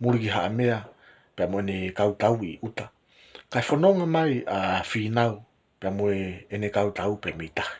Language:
Tongan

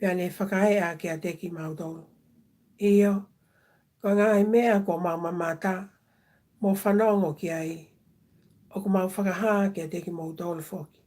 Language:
Tongan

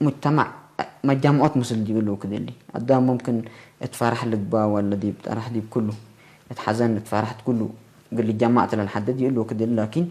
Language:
Tigre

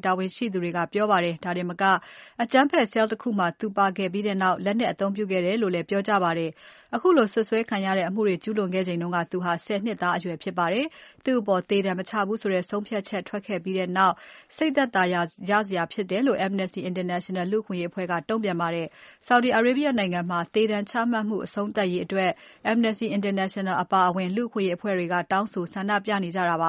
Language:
Burmese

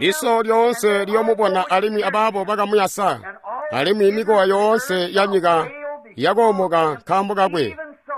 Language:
Tonga (Zambia)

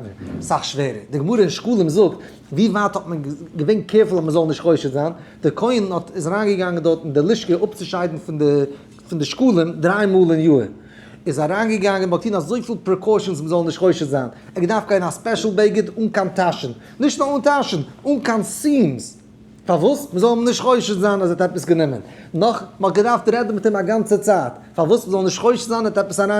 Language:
Yiddish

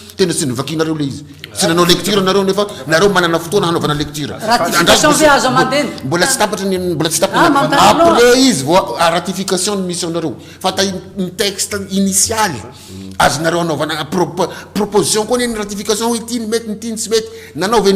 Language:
Malagasy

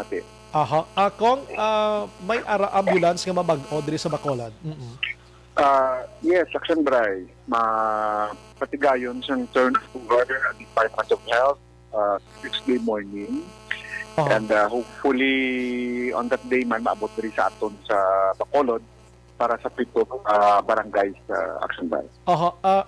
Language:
Hiligaynon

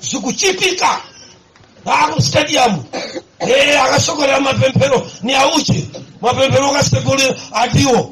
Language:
Nyanja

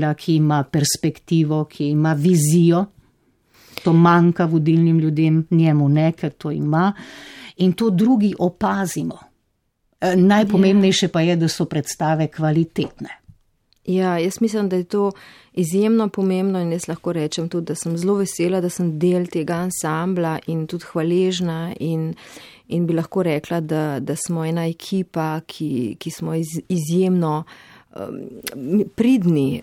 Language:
Slovenian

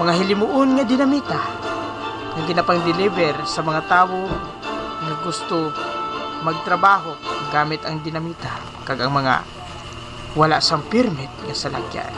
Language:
Hiligaynon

